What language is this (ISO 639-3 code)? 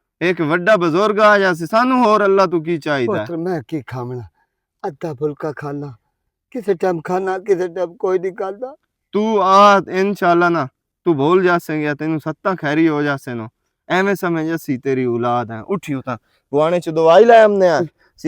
lah